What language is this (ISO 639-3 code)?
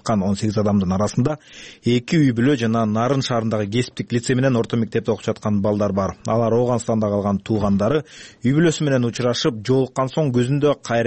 kir